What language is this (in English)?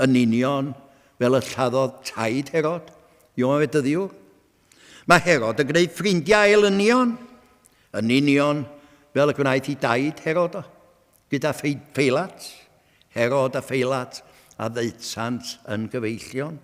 Welsh